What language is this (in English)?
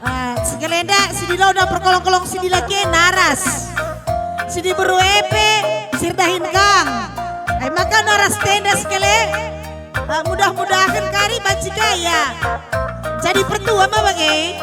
Batak Karo